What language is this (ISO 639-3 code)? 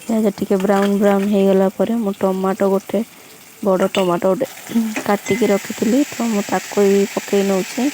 ori